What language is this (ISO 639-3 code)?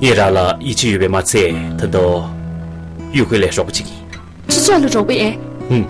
bod